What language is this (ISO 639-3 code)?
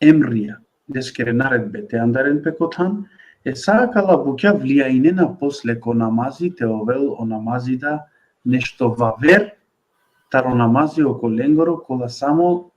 rmn